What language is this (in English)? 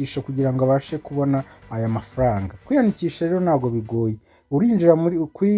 Kinyarwanda